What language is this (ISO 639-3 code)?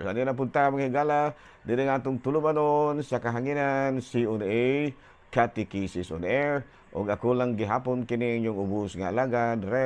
ceb